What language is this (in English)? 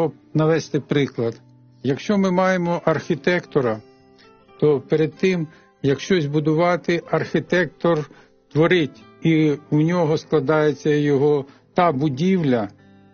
Ukrainian